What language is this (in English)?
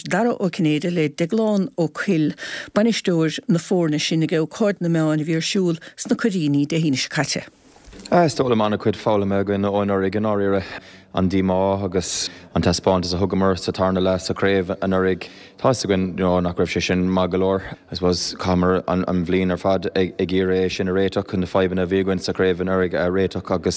Irish